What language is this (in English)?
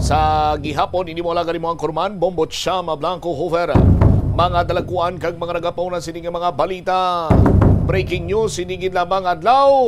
Hiligaynon